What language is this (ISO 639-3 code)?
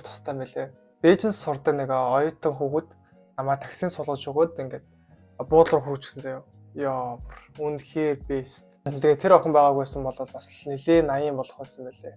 mon